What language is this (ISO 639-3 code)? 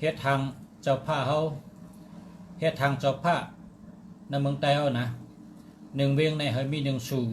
shn